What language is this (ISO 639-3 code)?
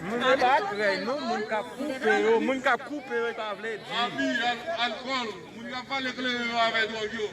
hat